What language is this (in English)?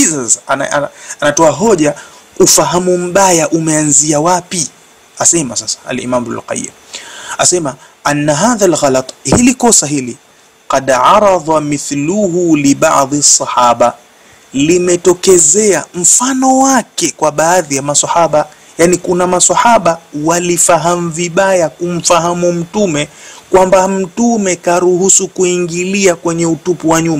Swahili